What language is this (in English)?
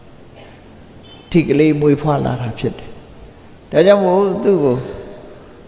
Burmese